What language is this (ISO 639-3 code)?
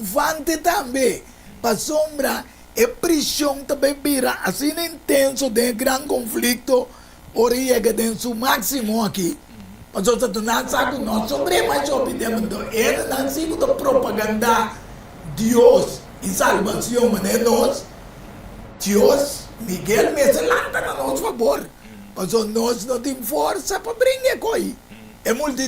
pap